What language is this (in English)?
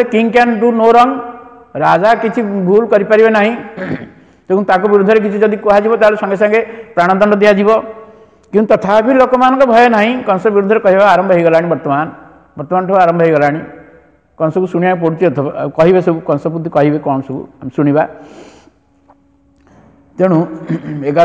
Odia